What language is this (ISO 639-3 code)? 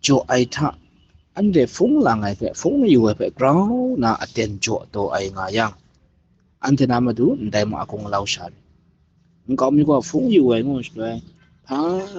kac